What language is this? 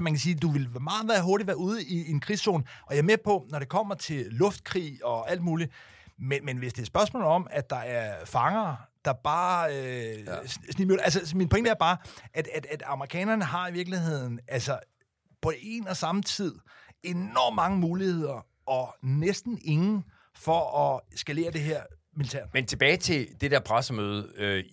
Danish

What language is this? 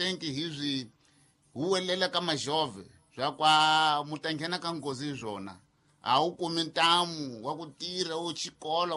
Tsonga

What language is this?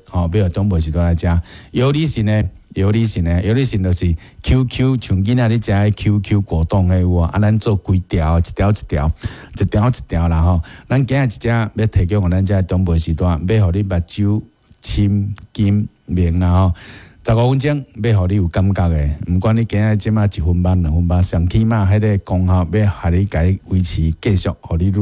Min Nan Chinese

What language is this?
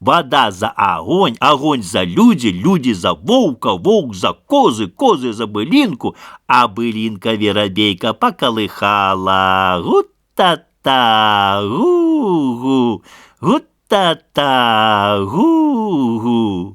Belarusian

